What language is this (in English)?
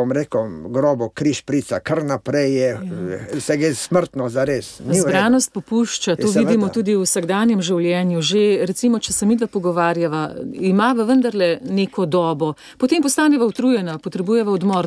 Slovenian